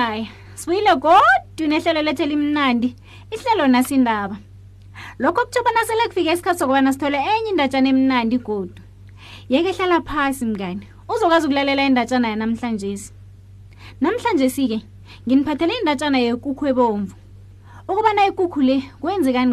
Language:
South Ndebele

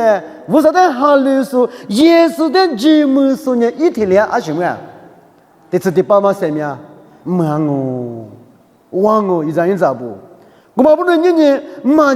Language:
Lisu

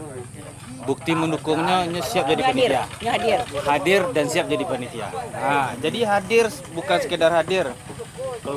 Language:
Minangkabau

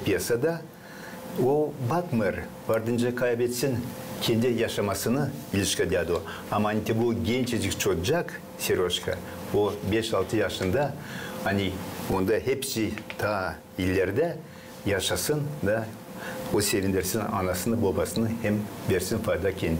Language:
Gagauz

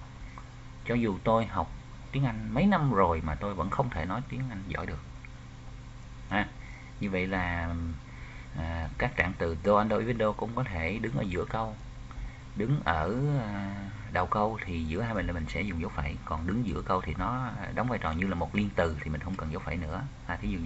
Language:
Vietnamese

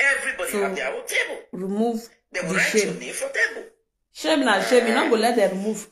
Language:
Nigerian Pidgin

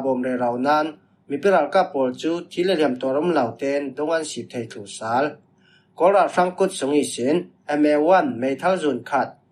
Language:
Falam Chin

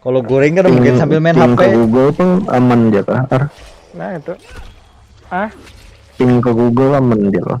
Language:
Banjar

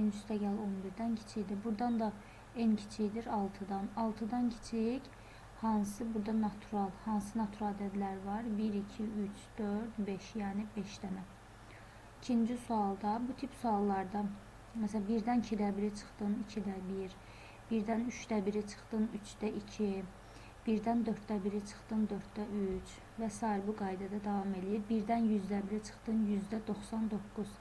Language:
Azerbaijani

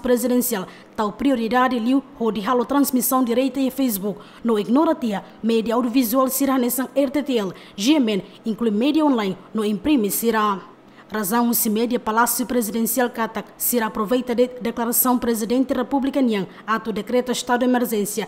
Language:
Tetum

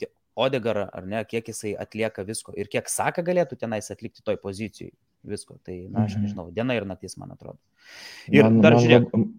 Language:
Lithuanian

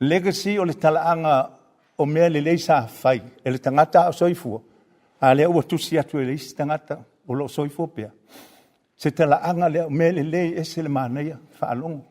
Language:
Samoan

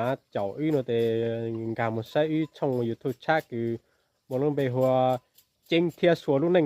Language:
Hmong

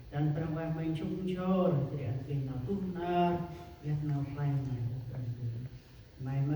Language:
Central Mnong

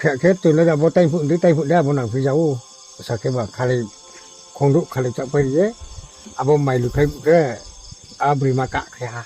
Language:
Riang (India)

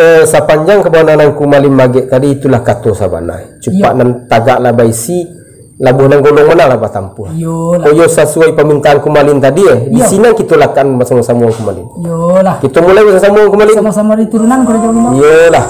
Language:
Minangkabau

